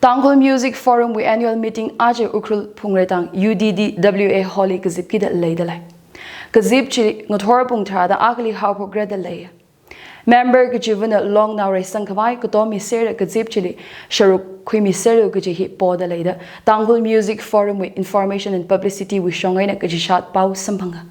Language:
Tangkhul Naga (India)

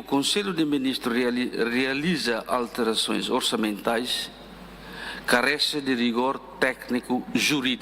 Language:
Tetum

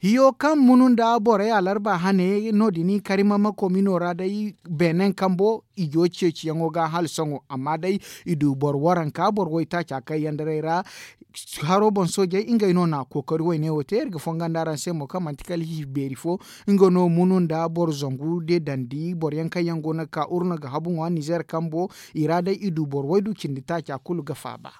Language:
Zarma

